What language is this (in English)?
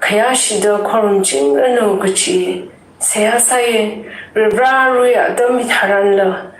Tangkhul Naga (India)